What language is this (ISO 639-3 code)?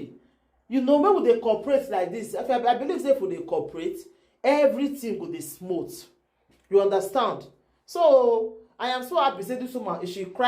pcm